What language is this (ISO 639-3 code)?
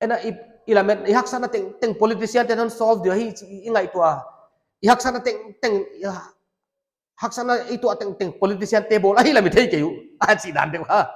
pck